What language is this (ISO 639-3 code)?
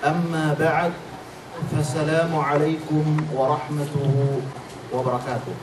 yka